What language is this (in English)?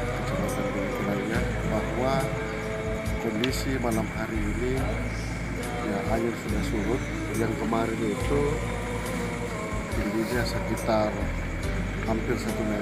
Indonesian